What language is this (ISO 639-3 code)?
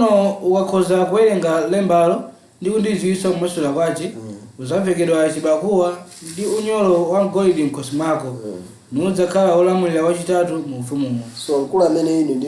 nya